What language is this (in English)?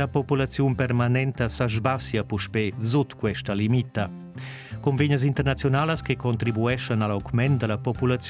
Romansh